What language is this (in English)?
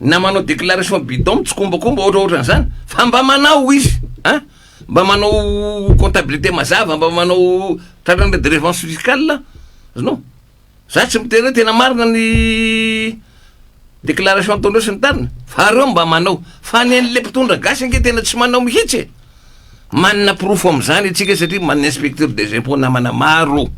Malagasy